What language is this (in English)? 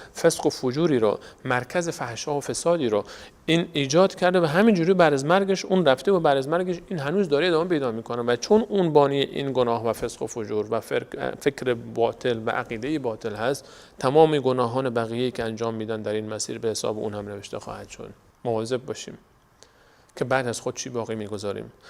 Persian